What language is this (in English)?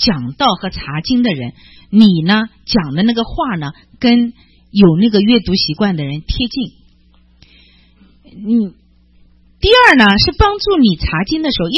Chinese